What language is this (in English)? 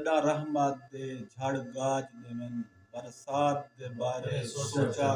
Saraiki